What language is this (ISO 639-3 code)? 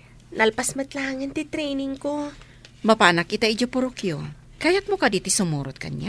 ilo